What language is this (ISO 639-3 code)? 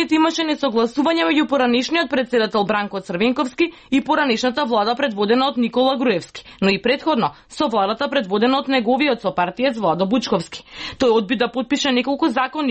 mkd